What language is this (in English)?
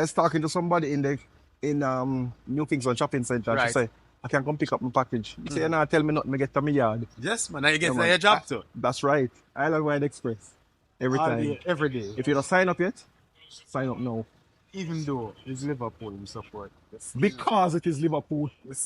Jamaican Creole English